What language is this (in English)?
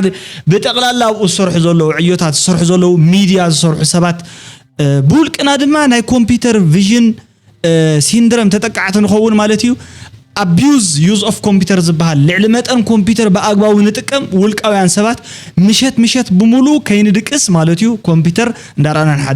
Tigrinya